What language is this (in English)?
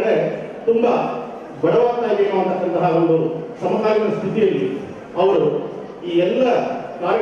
Kannada